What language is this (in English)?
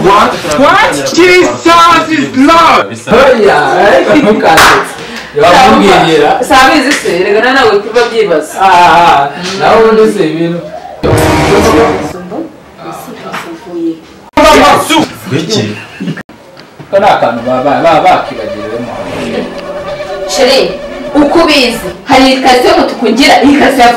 Kinyarwanda